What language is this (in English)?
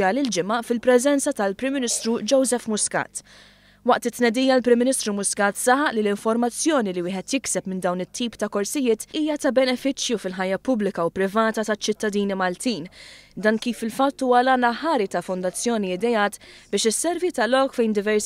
Maltese